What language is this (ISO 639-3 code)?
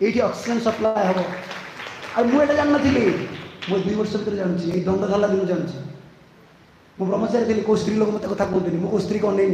ori